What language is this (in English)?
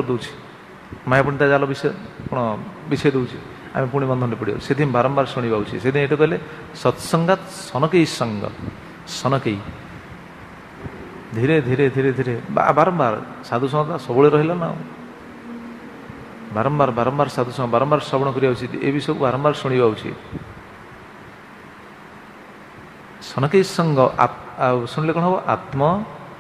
Odia